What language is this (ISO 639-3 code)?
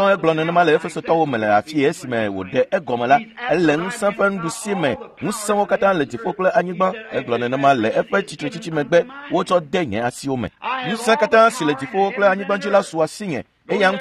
ewe